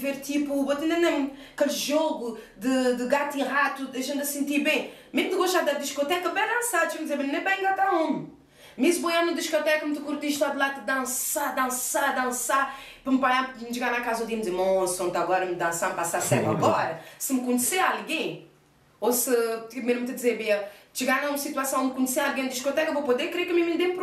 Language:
Kabuverdianu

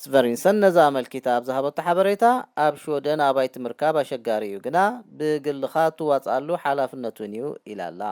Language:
Tigrinya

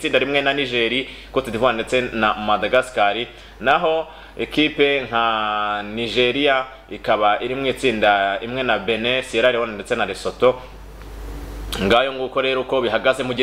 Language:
Kinyarwanda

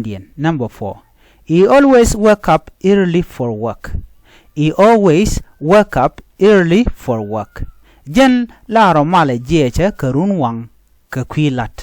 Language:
Nuer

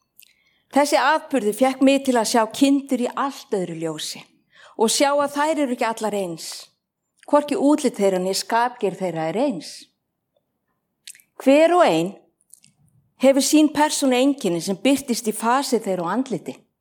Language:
Icelandic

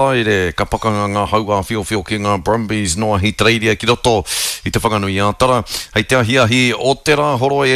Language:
Māori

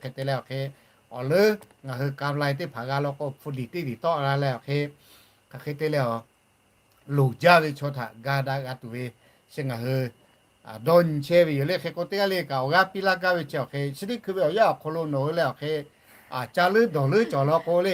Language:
Lahu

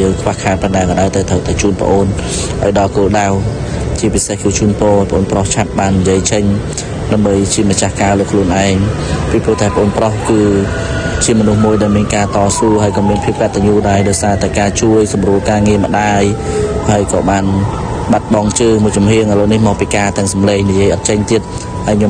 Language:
Khmer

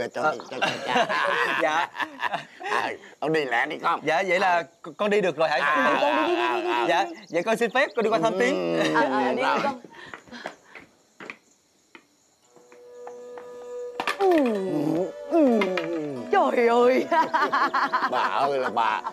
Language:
Vietnamese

